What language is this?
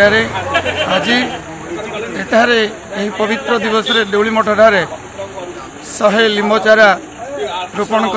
Odia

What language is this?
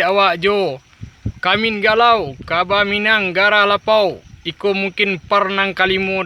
Minangkabau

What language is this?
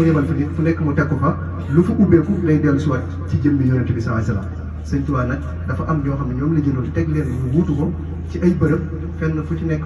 Wolof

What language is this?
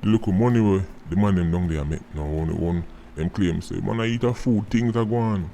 Jamaican Creole English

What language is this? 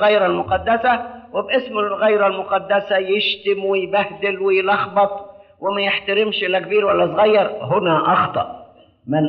Egyptian Arabic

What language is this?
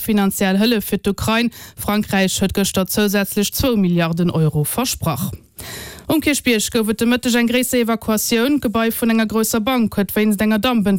Luxembourgish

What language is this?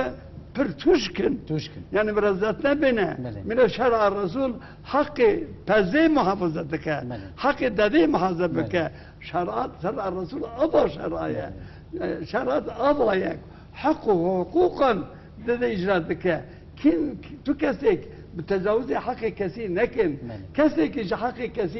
Kurdish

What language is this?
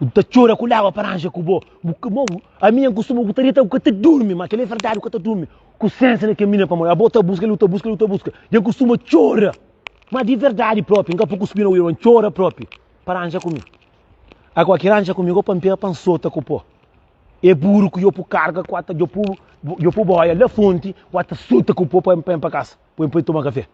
Kabuverdianu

